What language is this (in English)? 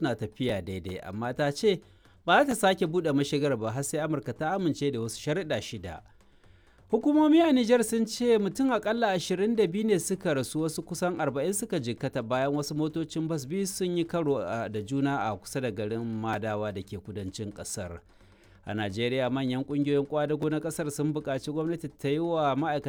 Hausa